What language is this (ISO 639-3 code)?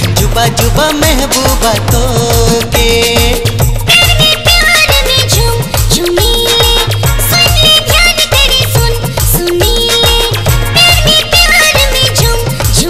bho